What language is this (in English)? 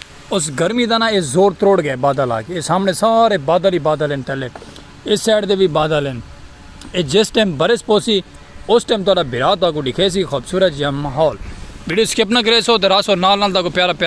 Saraiki